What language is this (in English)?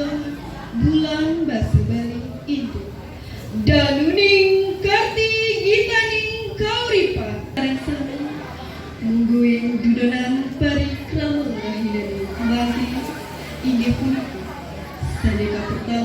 Balinese